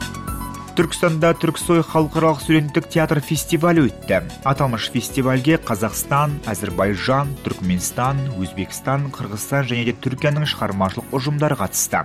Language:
Kazakh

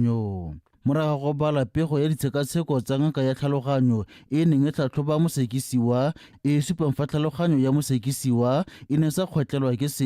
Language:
Tswana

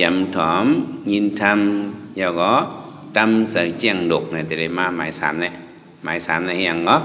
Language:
Shan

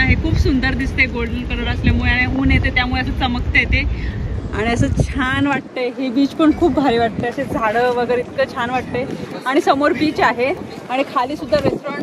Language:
Marathi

